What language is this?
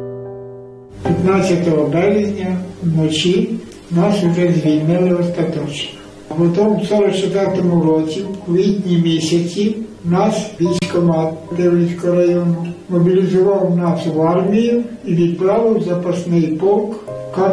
Ukrainian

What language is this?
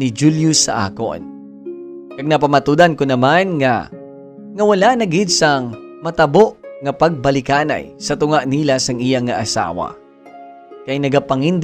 Hiligaynon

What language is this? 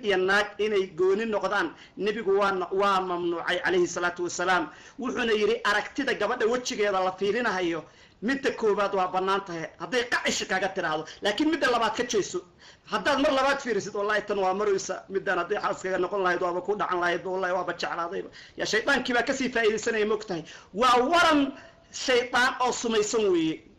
Somali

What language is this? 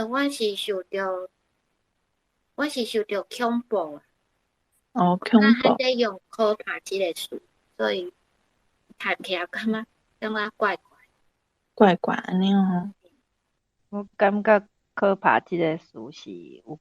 Min Nan Chinese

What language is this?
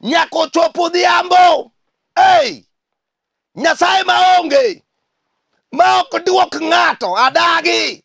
Luo (Kenya and Tanzania)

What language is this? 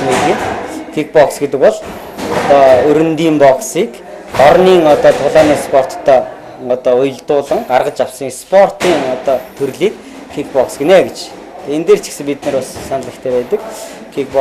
Mongolian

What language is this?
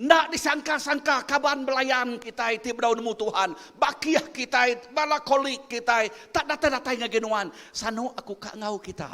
Iban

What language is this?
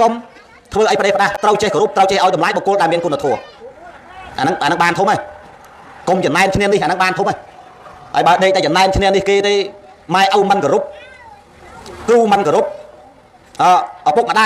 Khmer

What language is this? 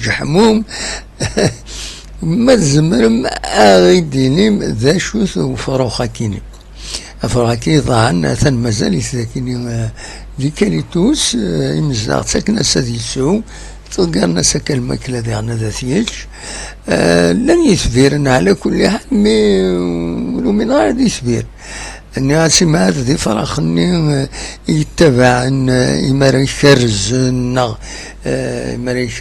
Kabyle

